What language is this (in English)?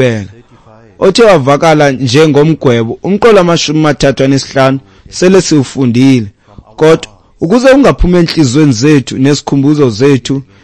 Xhosa